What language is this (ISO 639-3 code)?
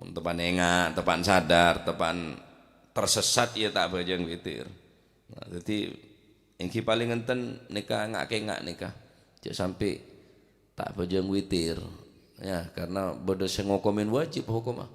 mad